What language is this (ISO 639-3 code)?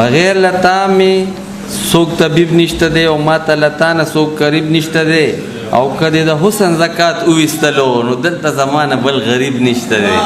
pus